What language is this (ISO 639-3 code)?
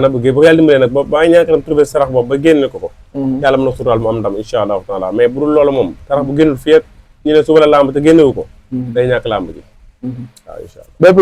wol